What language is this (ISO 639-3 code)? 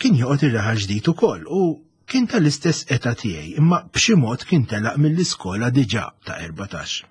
mlt